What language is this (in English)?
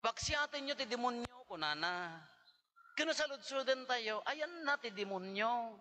Iloko